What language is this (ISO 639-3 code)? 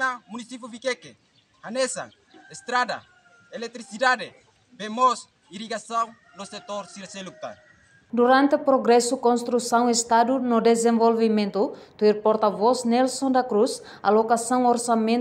tet